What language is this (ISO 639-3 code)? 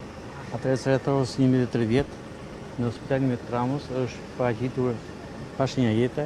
sqi